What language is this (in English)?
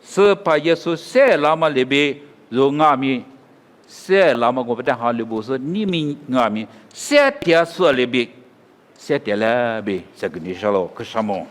Lisu